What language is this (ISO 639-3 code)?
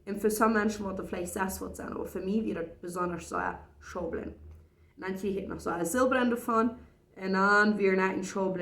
pdt